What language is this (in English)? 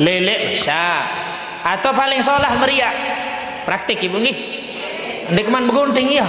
Sasak